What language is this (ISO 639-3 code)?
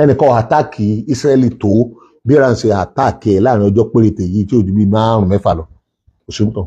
yor